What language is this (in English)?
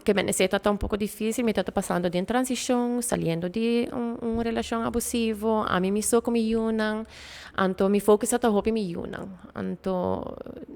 Papiamento